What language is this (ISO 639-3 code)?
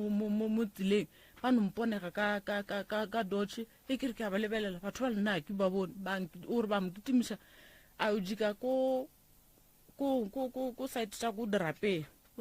nso